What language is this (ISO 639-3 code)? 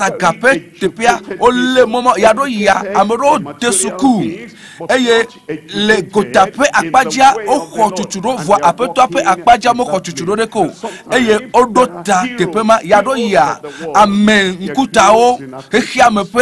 ewe